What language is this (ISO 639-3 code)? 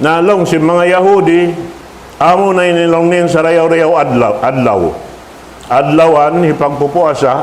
tsg